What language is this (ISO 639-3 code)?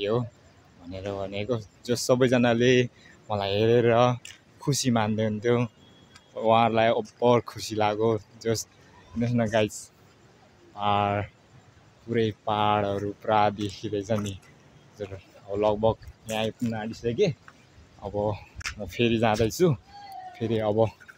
nep